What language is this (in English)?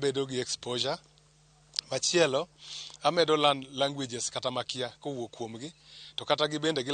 Luo (Kenya and Tanzania)